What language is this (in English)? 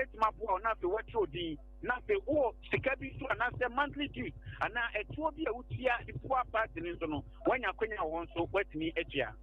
Akan